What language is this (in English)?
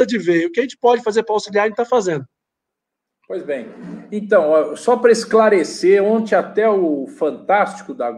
Portuguese